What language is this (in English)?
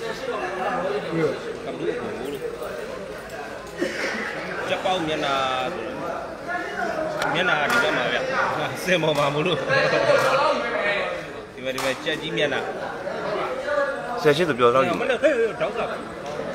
Burmese